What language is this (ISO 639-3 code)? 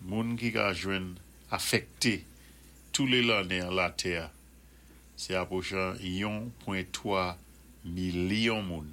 acf